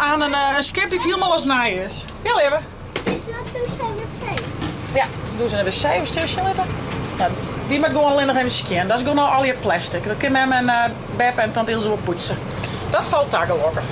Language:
Western Frisian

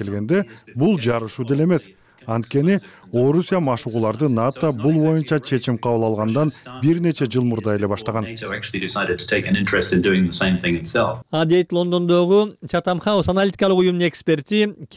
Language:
Kyrgyz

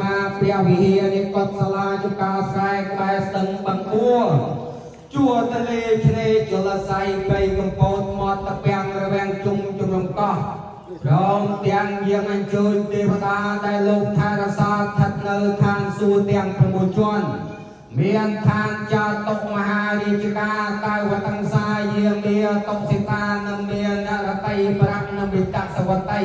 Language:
Khmer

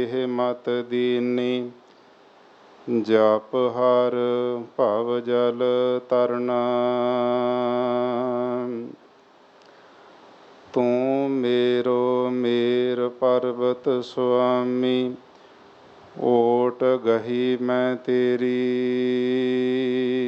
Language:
Punjabi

